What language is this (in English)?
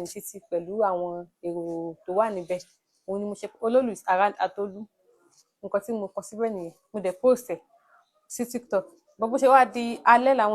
Yoruba